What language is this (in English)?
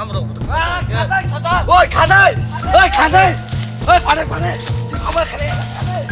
Kok Borok